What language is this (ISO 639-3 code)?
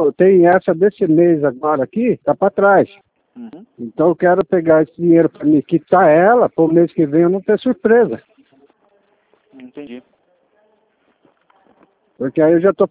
por